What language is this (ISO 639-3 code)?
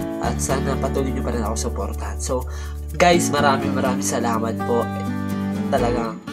fil